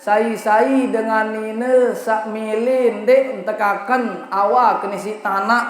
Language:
Sasak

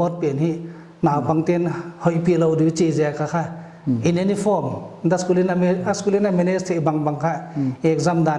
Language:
Paite Chin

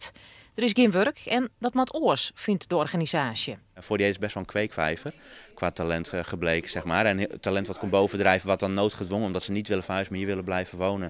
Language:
Western Frisian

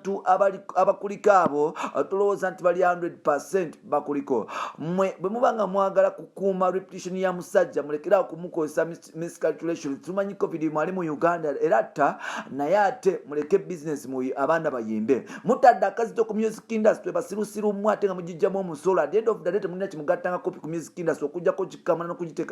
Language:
Ganda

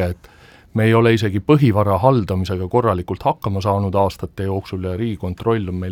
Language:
Estonian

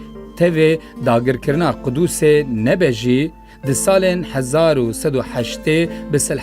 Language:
Kurdish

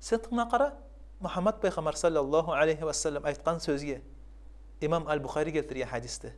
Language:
Kumyk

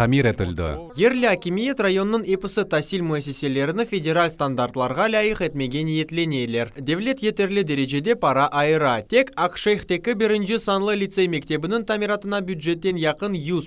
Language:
Crimean Tatar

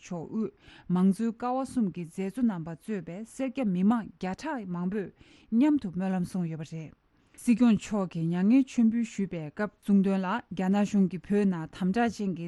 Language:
Tibetan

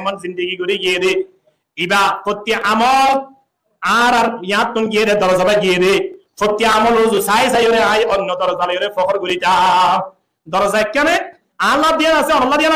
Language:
Rohingya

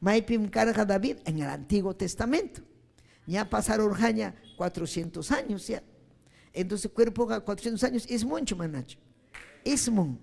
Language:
Ayacucho Quechua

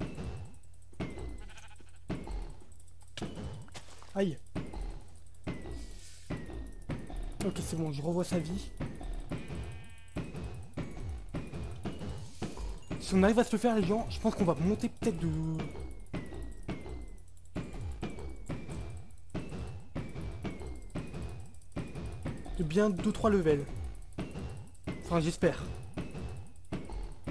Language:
French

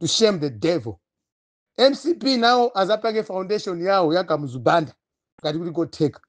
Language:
Nyanja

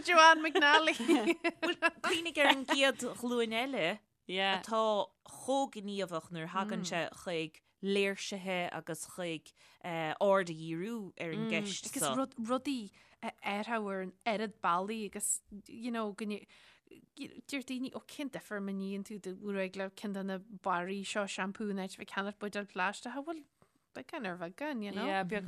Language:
Irish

